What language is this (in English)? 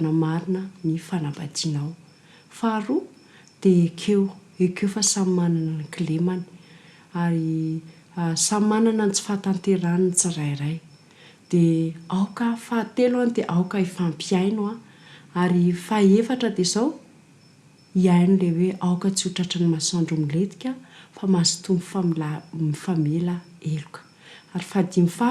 Malagasy